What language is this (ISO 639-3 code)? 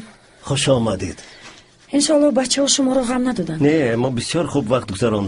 tgk